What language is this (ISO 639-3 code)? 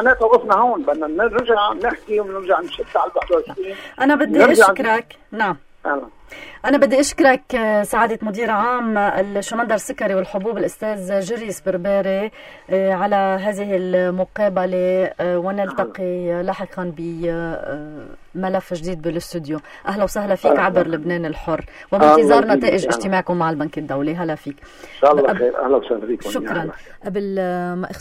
apc